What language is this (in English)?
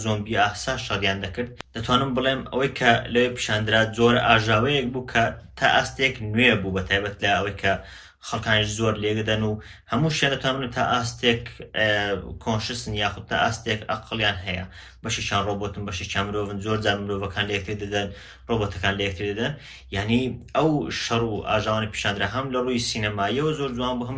Central Kurdish